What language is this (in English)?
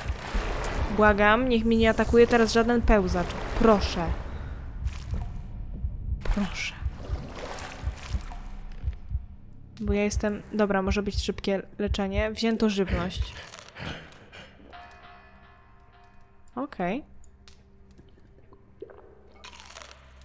Polish